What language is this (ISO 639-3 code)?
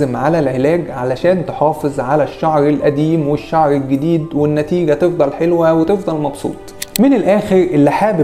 arz